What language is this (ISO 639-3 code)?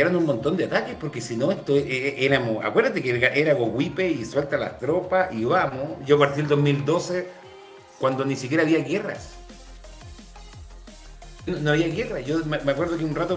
spa